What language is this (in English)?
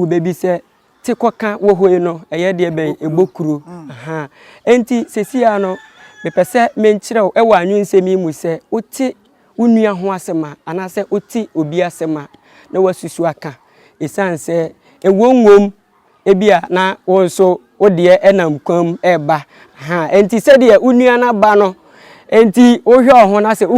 Akan